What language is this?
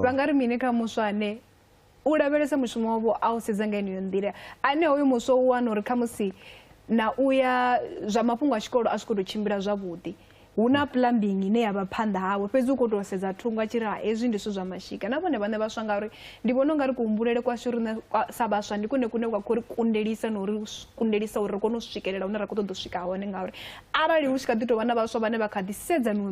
Venda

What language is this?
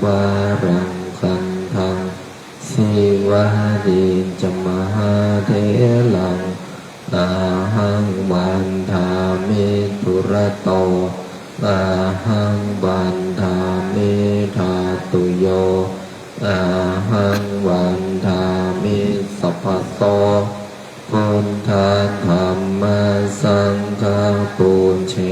Pali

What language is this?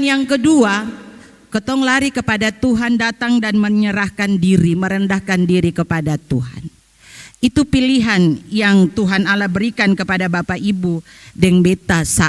Ambonese Malay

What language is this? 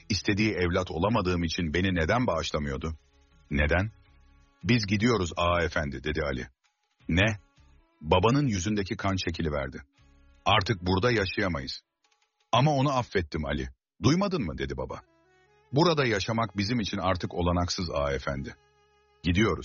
Turkish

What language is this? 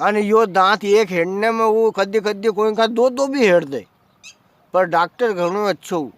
Rajasthani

